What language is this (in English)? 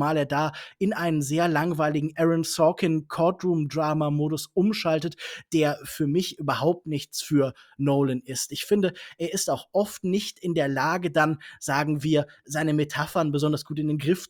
German